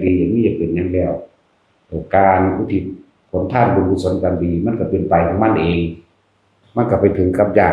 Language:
Northeastern Thai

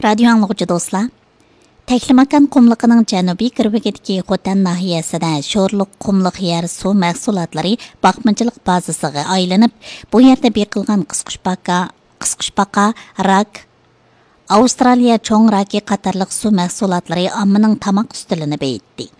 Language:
Uyghur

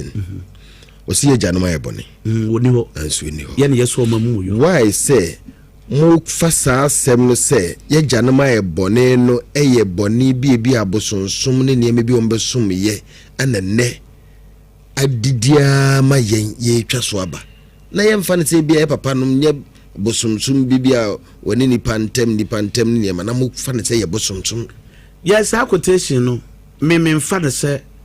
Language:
Akan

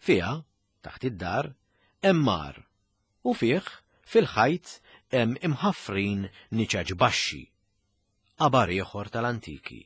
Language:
Maltese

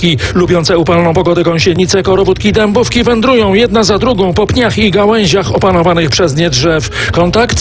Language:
Polish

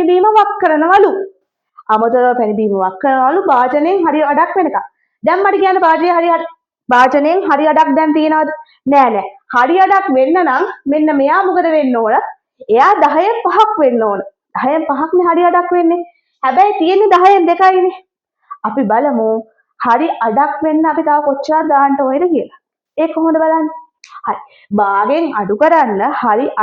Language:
Sinhala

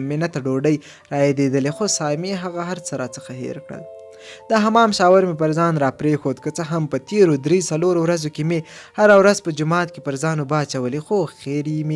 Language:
Pashto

